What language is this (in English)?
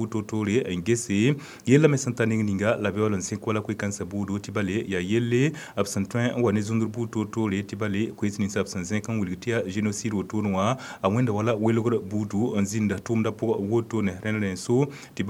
Mossi